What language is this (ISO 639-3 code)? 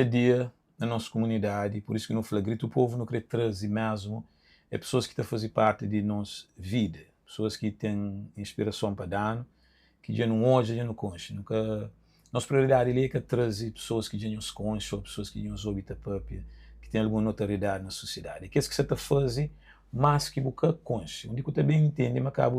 kea